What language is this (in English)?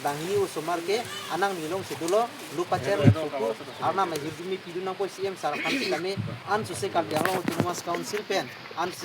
Karbi